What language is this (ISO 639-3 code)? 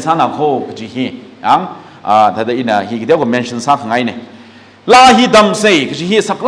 nmf